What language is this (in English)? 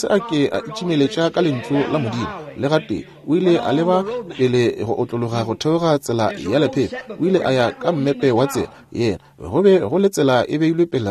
Northern Sotho